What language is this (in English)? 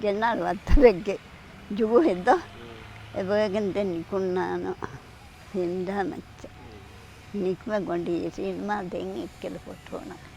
Divehi